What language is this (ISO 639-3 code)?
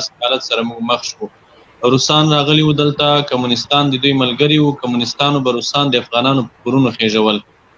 pus